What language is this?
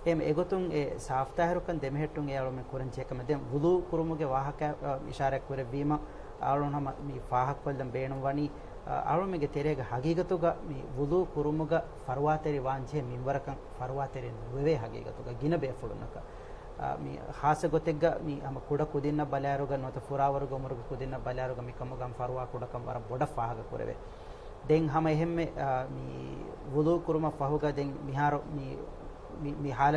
Divehi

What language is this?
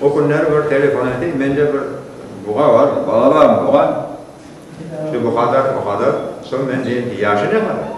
Crimean Tatar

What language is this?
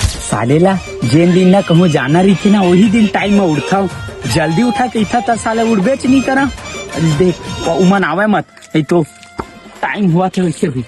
Chhattisgarhi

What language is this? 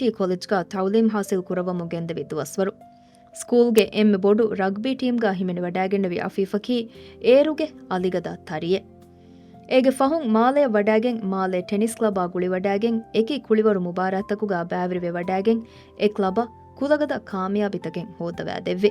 Divehi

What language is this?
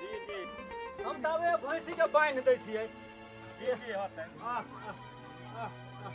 Maithili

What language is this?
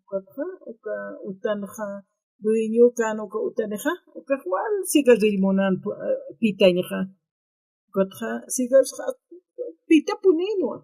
Aymara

